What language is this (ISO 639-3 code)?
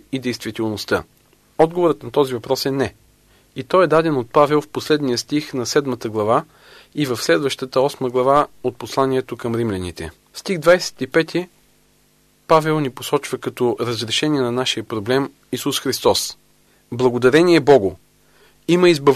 bul